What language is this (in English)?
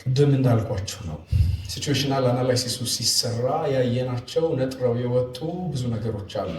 Amharic